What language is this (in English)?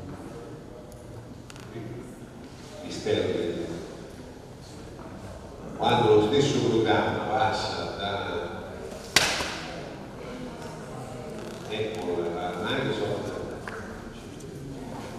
Italian